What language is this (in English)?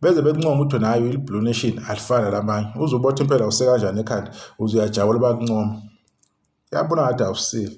Zulu